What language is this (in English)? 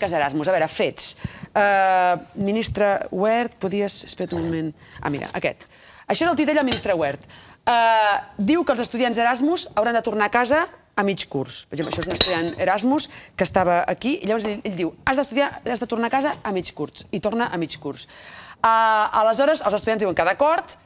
Catalan